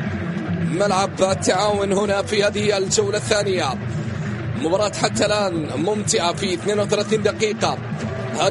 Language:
Arabic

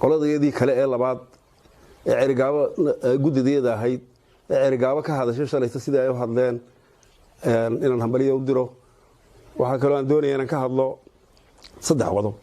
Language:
Somali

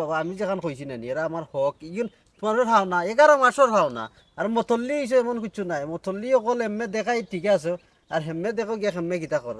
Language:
Sylheti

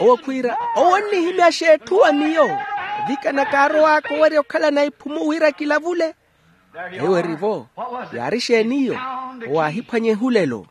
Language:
Makhuwa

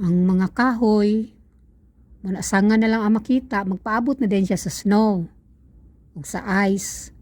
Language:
Cebuano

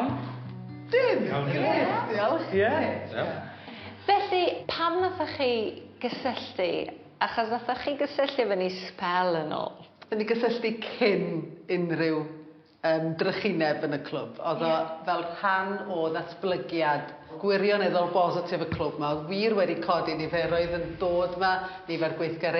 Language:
Welsh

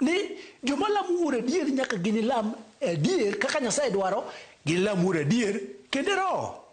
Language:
Luo (Kenya and Tanzania)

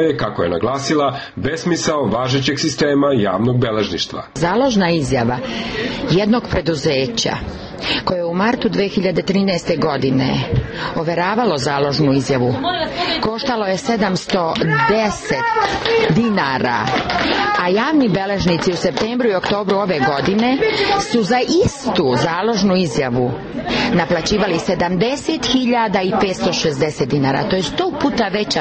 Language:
Serbian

